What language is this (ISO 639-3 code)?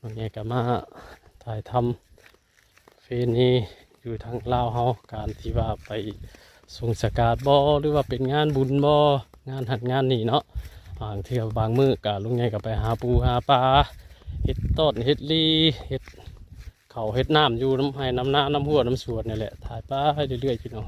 tts